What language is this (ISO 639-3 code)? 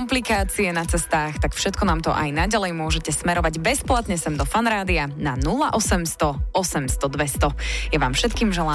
slk